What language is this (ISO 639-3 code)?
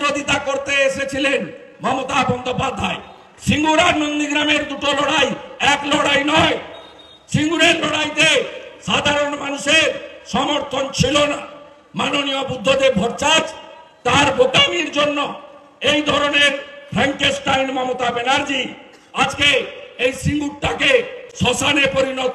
ben